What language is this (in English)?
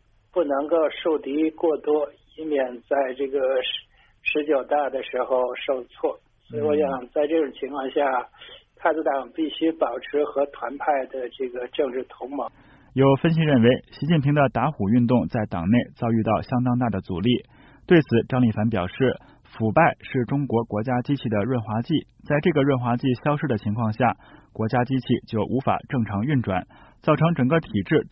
Chinese